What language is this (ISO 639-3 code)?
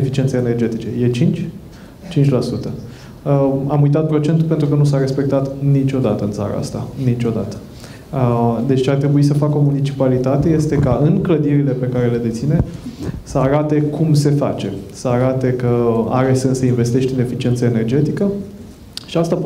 ron